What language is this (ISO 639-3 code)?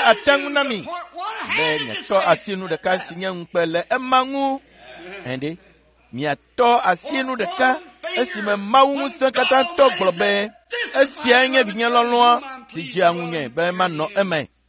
ewe